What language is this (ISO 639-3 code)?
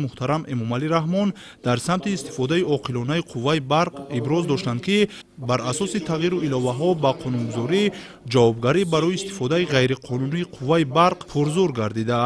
tgk